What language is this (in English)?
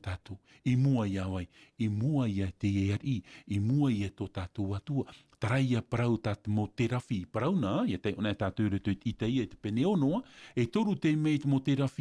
Tahitian